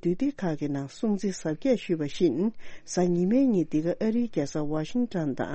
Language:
Tibetan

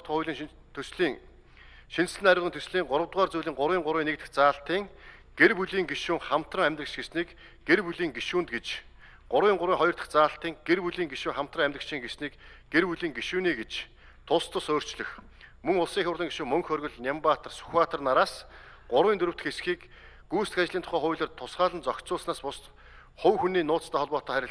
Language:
Mongolian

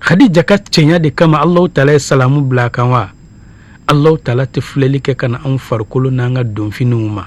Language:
Bambara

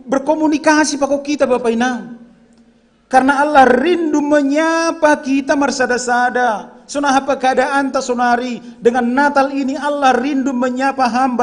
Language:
Batak Simalungun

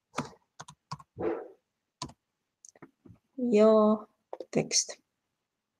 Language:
Estonian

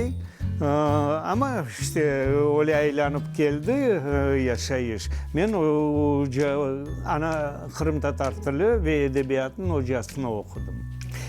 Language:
Crimean Tatar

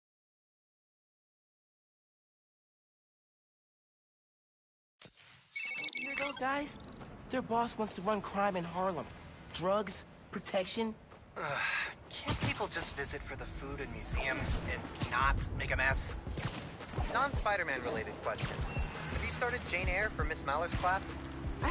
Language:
English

